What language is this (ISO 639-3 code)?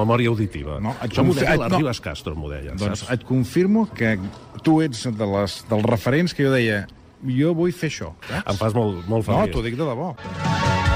cat